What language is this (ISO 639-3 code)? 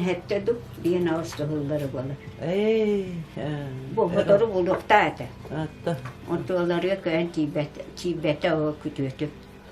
sah